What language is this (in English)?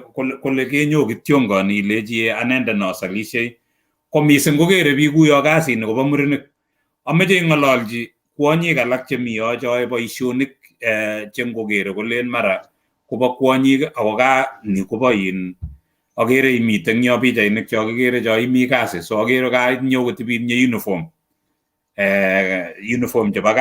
Kalenjin